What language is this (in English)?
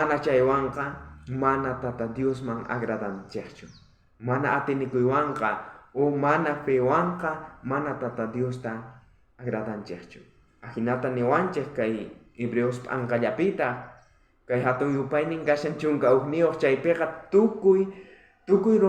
South Bolivian Quechua